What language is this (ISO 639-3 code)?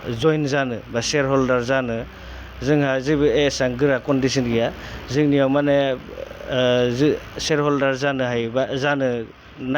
brx